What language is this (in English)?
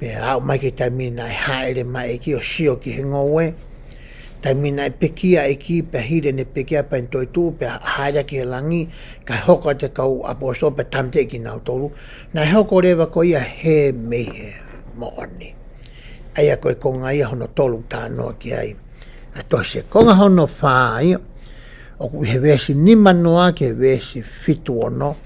Tongan